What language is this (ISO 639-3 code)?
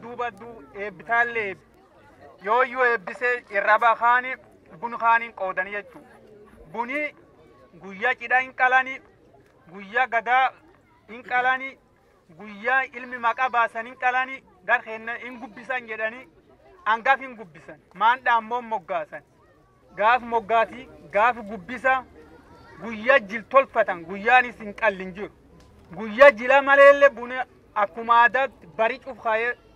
orm